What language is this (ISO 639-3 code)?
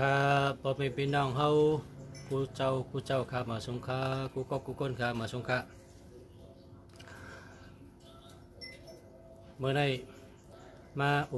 shn